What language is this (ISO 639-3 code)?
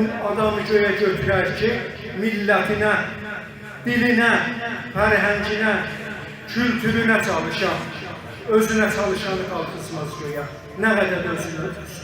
azb